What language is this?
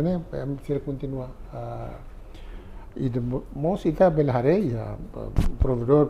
Tetum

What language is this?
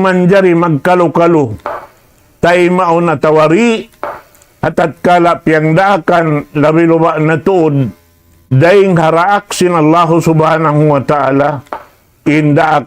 Tausug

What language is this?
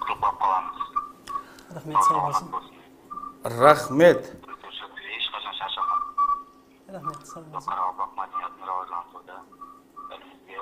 Kara-Kalpak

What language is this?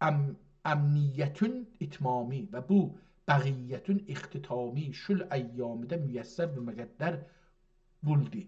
South Azerbaijani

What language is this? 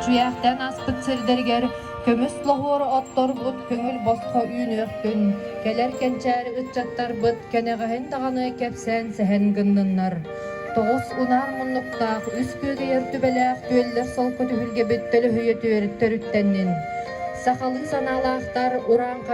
Yakut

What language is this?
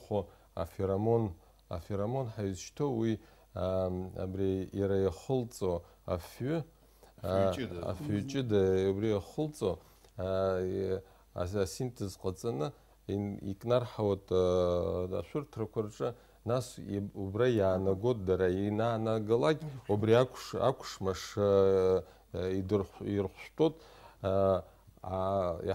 Abkhazian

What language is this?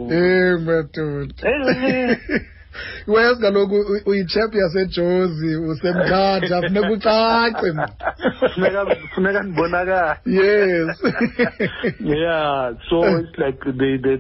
Xhosa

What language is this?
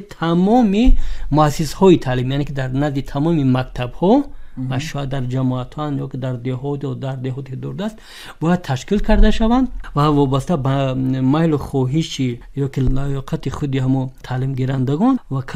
Tajik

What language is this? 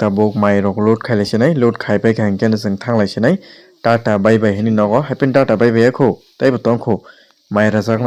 Kok Borok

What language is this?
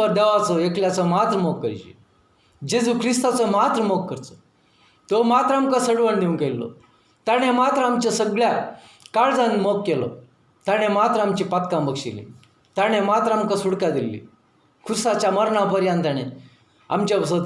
Konkani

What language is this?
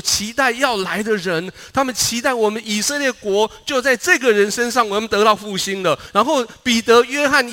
Chinese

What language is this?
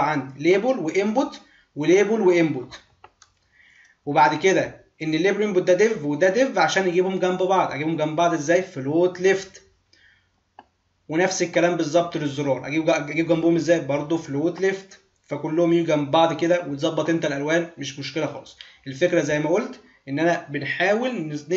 Egyptian Arabic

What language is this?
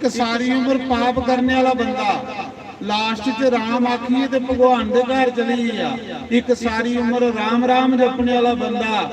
Dogri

